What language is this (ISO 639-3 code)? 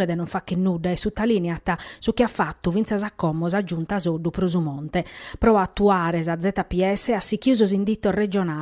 srd